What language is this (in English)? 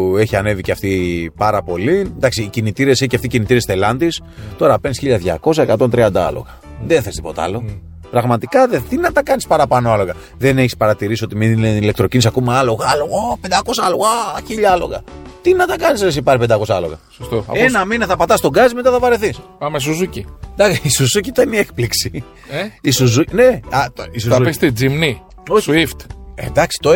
Greek